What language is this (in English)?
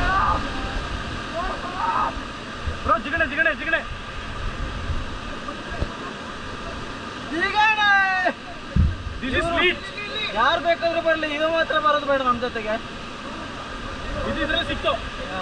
Kannada